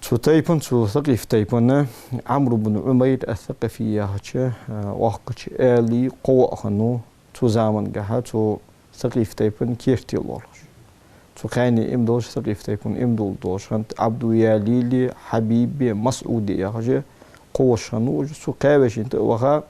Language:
Ingush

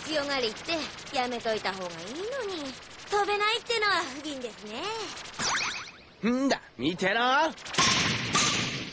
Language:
Japanese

